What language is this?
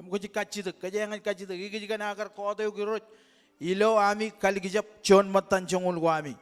Marshallese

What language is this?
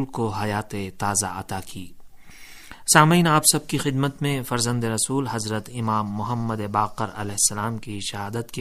Urdu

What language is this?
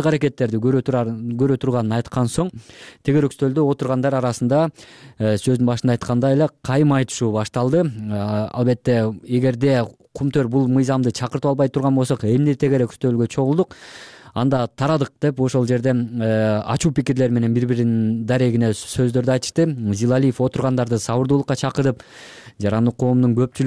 Kyrgyz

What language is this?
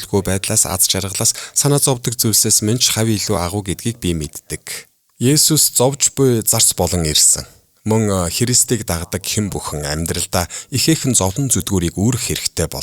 Mongolian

